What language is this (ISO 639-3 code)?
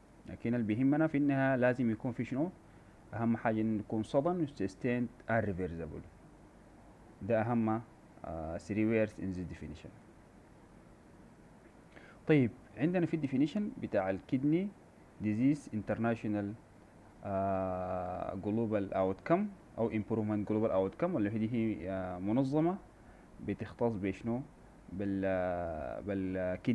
apd